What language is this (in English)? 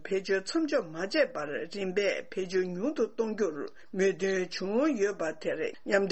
Tibetan